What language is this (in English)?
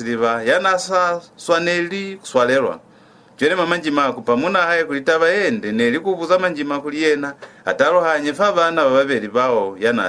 Lozi